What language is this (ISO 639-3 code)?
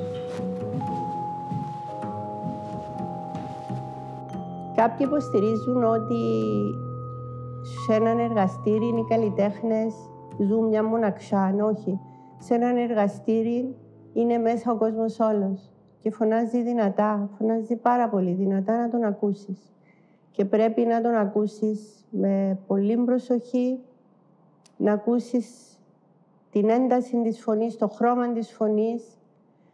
ell